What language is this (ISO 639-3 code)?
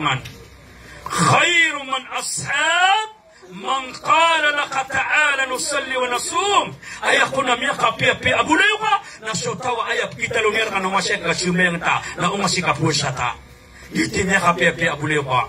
mrw